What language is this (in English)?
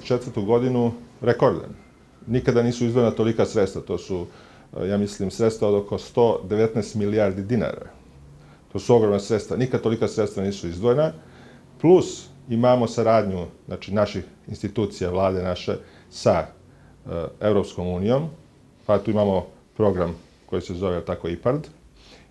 Serbian